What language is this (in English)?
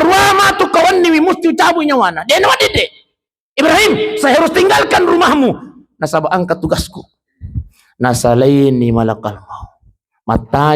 Buginese